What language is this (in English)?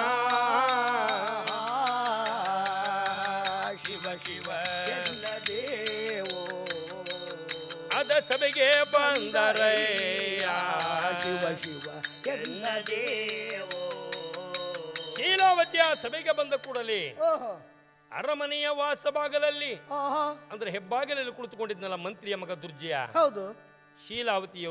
Kannada